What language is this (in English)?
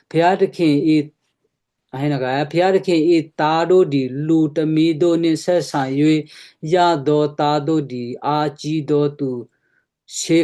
Western Kayah